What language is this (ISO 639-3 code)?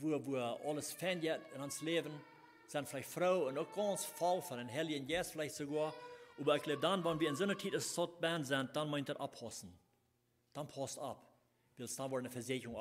pdt